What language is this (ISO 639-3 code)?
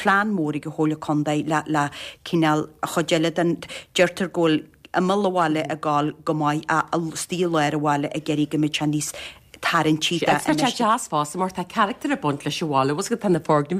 gle